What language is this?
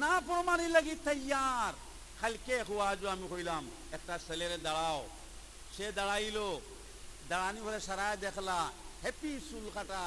Sylheti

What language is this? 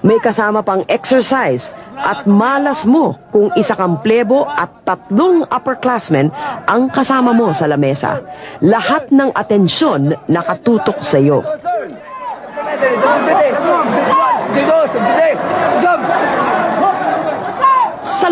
Filipino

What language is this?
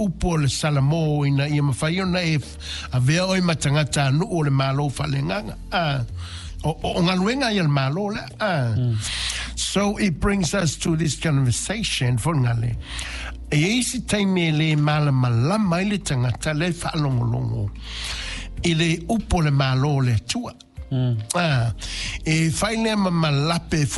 Samoan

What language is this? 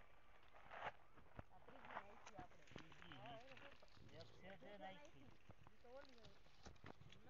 Gujarati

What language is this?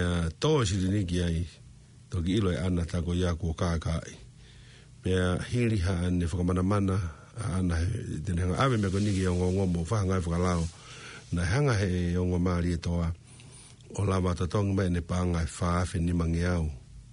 Tongan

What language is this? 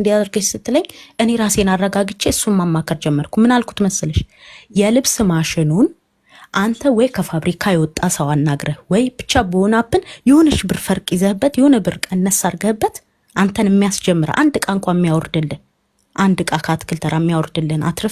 Amharic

